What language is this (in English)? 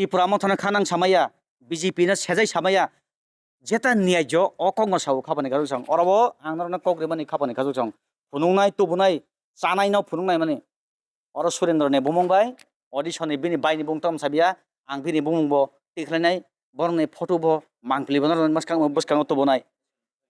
Kok Borok